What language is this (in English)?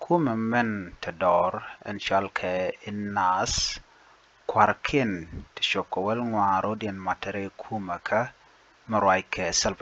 Nuer